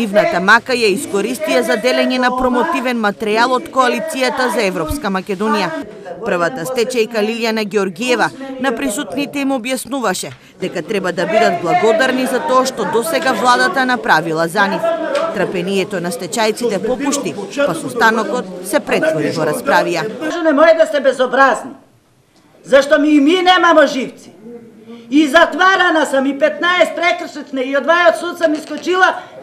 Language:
Macedonian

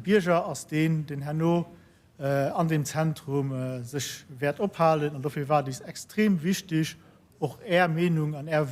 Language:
Luxembourgish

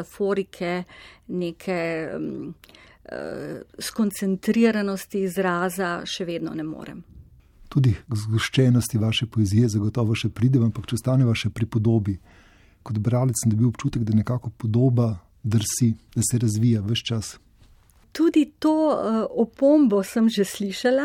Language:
Slovenian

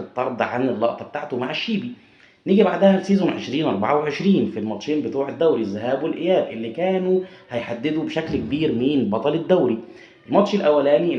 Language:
Egyptian Arabic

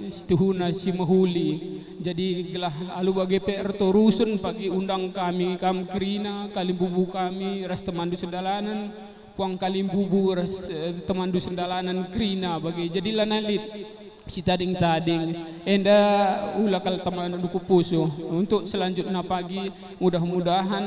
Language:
Batak Karo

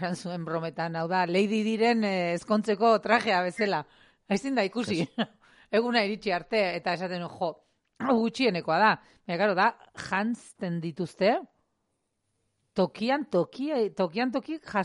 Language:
Basque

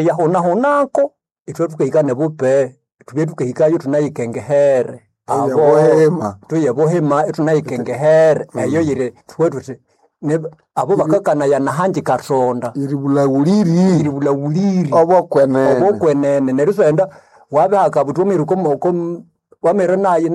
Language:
Nande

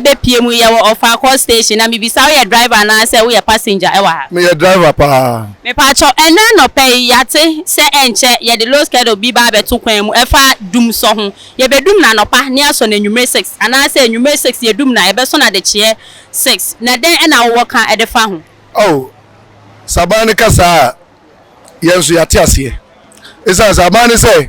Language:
Akan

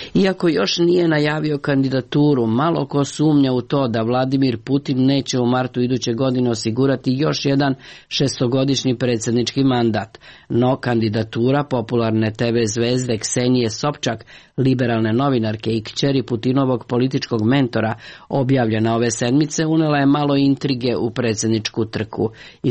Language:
Serbian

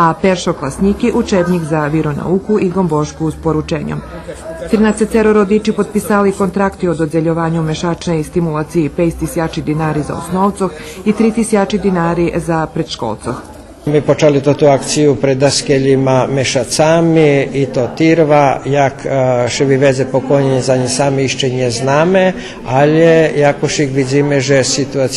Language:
Rusyn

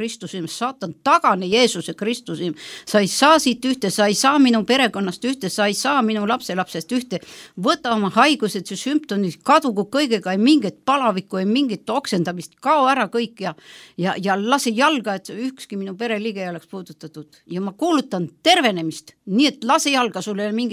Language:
Estonian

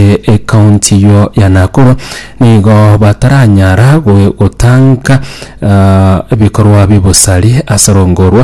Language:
Gusii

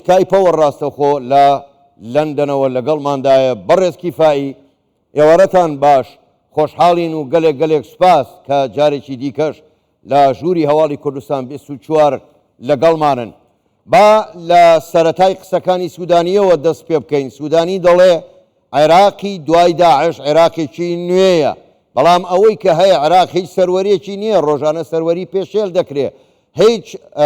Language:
Central Kurdish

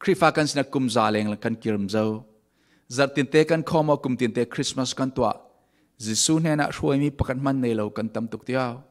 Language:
Falam Chin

